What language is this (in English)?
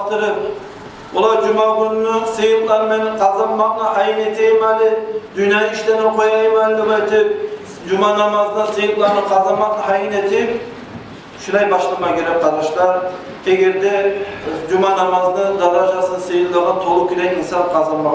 Kumyk